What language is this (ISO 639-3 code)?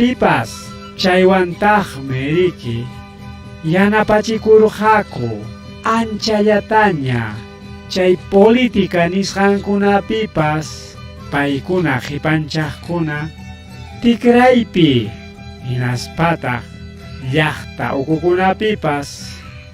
quy